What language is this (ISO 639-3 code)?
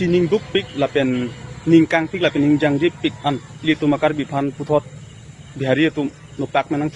mjw